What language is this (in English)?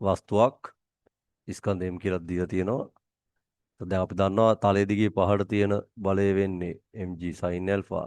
Sinhala